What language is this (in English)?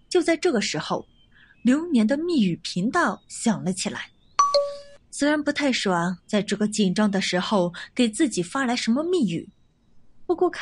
Chinese